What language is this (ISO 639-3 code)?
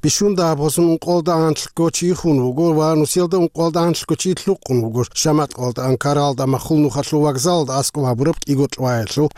ava